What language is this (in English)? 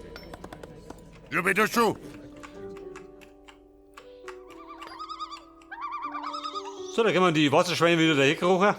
Bavarian